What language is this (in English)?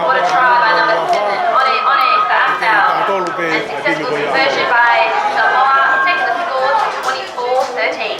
Tongan